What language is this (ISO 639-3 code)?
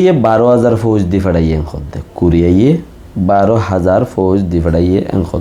rhg